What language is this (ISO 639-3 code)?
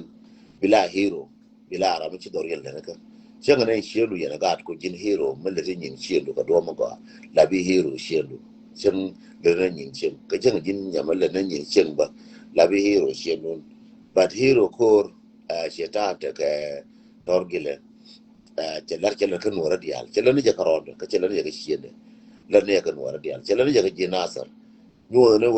nus